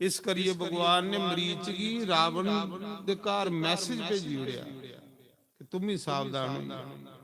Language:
Dogri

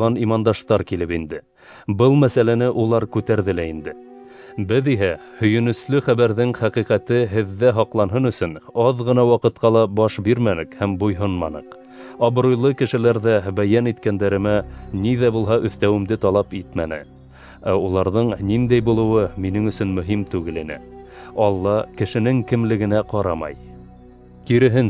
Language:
Bashkir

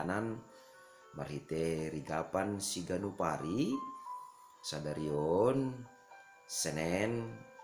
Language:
Batak Simalungun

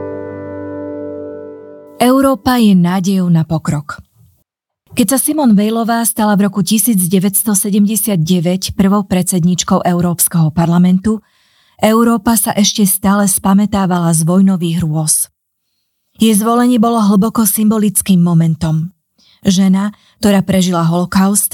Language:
Slovak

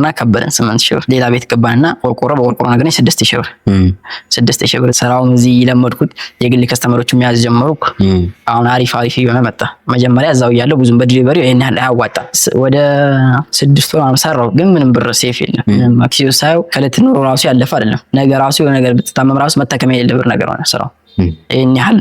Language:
Amharic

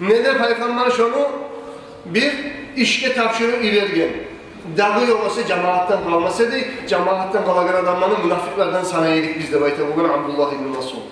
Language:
Kumyk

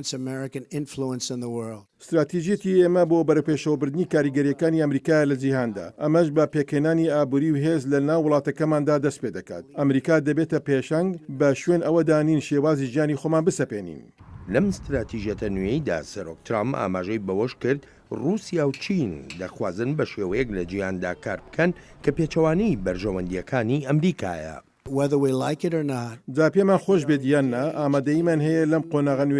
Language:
Central Kurdish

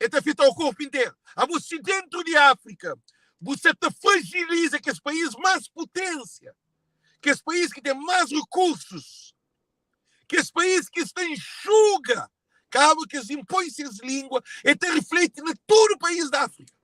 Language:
Kabuverdianu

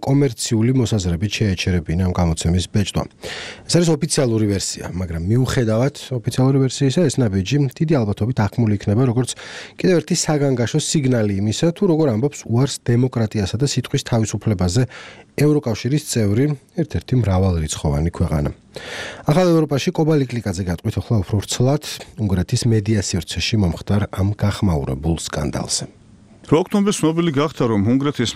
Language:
Georgian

